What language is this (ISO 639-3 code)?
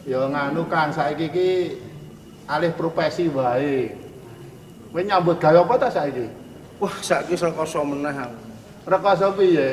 jav